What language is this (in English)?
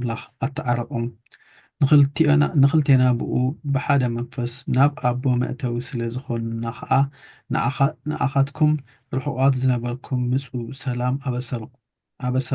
Tigrinya